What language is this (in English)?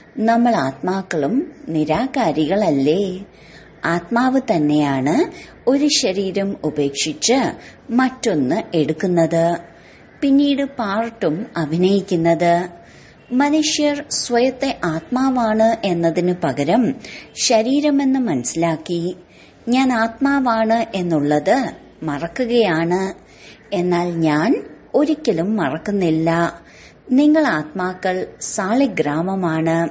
Malayalam